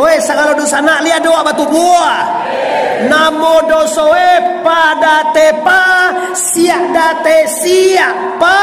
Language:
Minangkabau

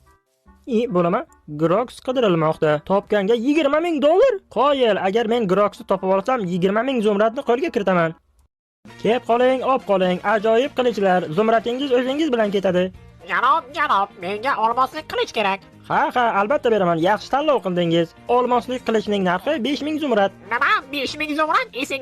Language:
Uzbek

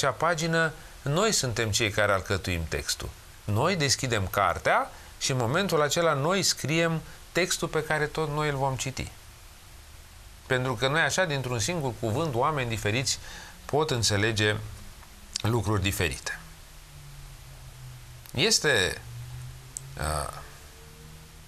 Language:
Romanian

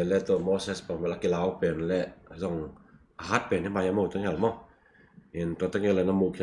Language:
Tedim Chin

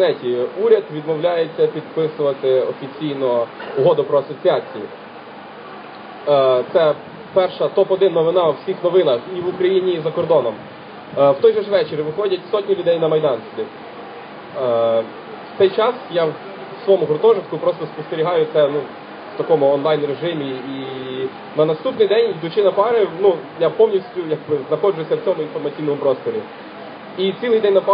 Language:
Ukrainian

